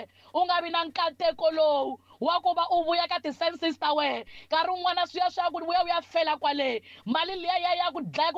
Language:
Tsonga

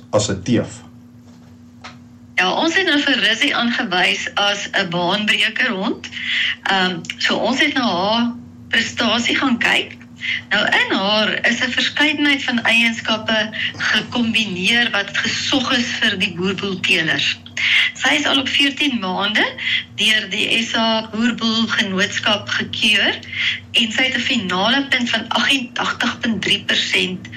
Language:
Afrikaans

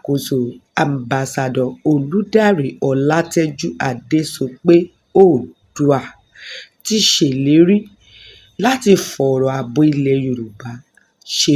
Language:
Yoruba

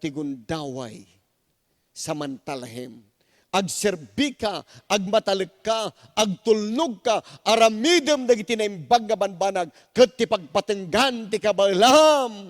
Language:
Iloko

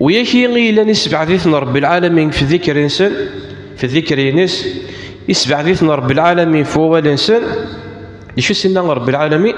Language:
Kabyle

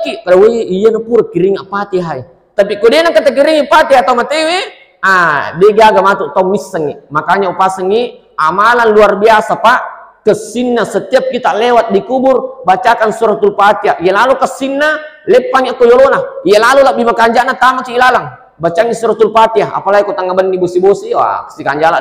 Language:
Buginese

